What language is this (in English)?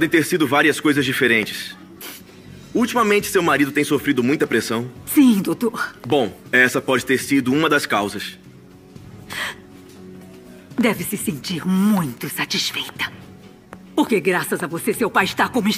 Portuguese